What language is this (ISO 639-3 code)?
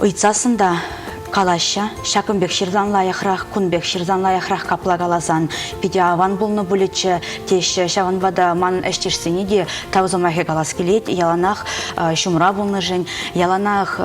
chv